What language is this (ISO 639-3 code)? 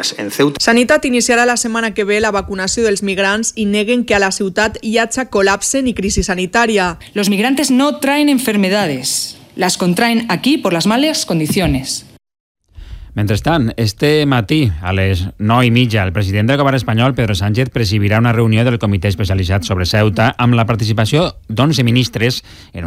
cat